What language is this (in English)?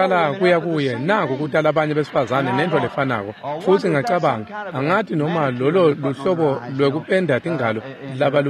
Swati